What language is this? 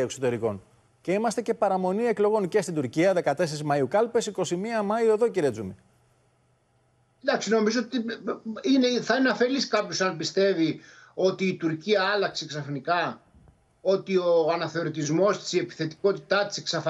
Greek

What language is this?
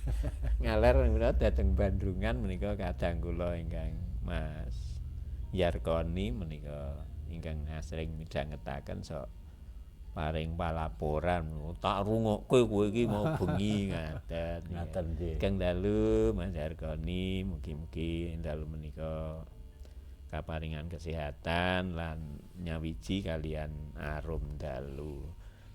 Javanese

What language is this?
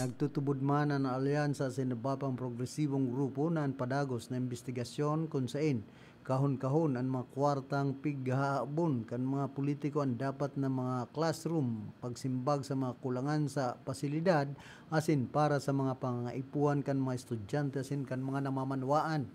Bikol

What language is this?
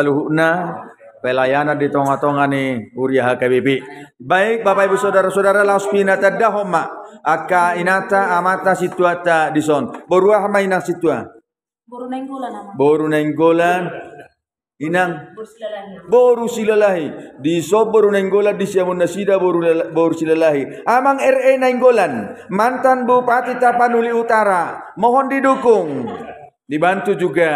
Batak Toba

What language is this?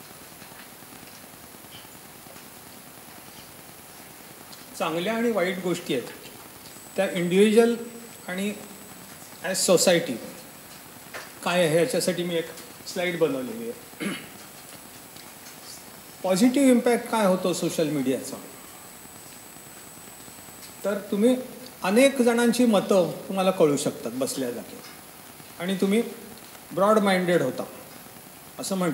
Marathi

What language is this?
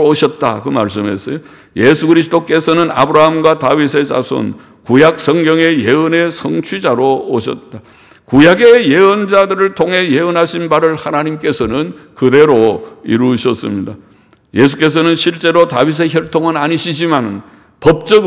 Korean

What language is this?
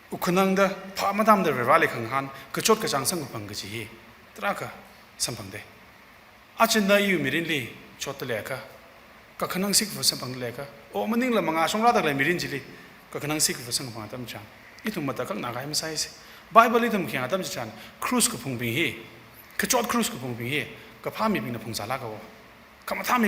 Tangkhul Naga (India)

